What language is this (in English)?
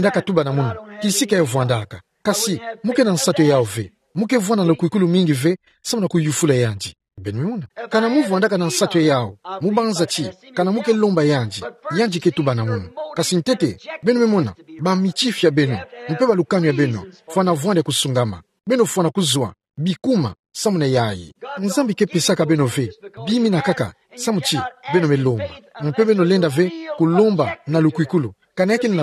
Kituba (Democratic Republic of Congo)